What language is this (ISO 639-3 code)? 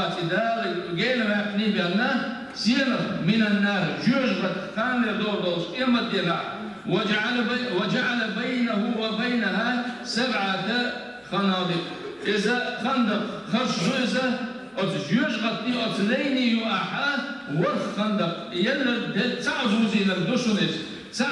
che